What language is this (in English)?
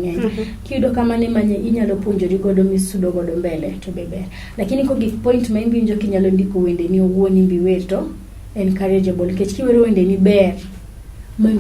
Luo (Kenya and Tanzania)